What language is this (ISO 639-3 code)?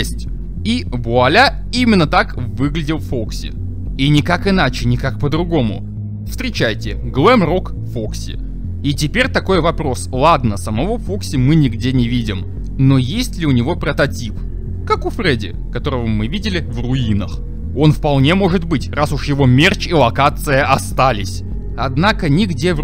rus